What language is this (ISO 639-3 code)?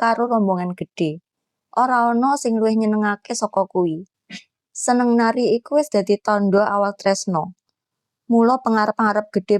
jav